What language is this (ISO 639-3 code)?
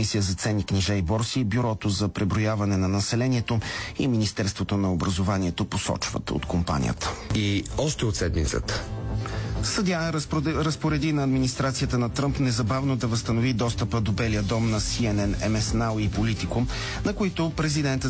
bul